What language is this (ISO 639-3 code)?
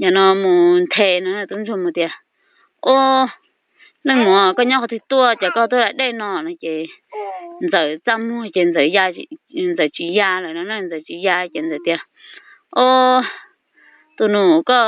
hmn